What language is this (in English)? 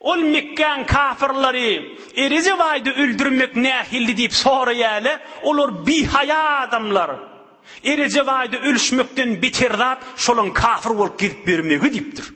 Turkmen